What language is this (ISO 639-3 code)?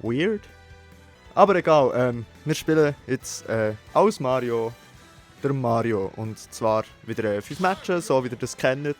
gsw